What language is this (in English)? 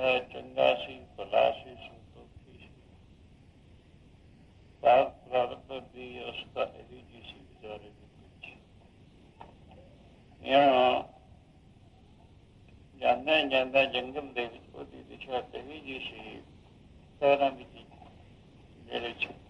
Punjabi